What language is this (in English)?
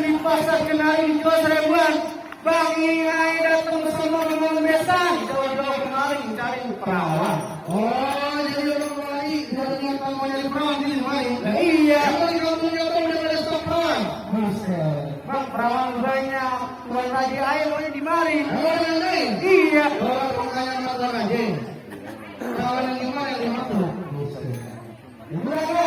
Betawi